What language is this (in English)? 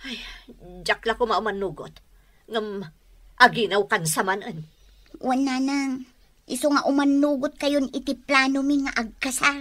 Iloko